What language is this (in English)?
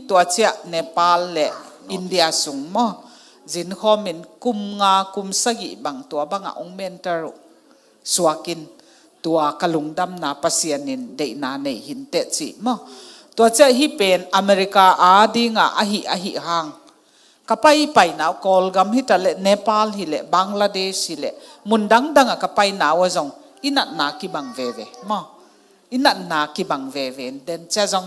Tedim Chin